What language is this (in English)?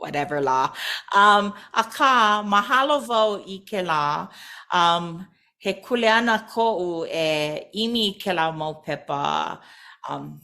Hawaiian